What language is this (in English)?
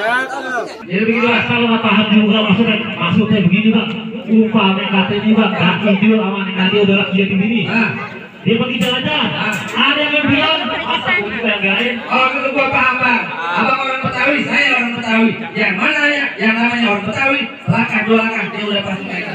Betawi